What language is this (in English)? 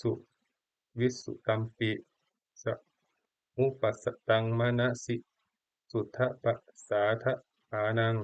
Pali